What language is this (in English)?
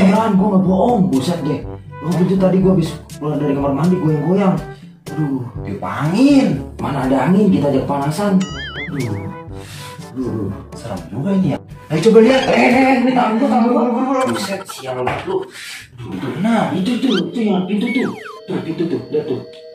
Betawi